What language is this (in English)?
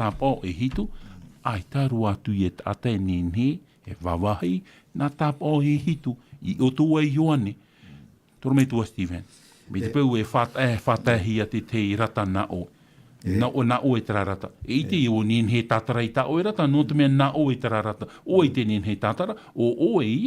Tahitian